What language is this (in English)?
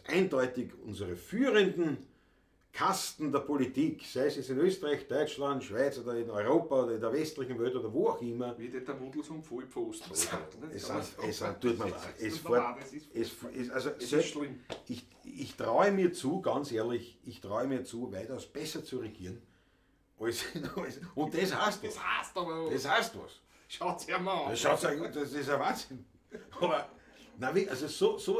Bavarian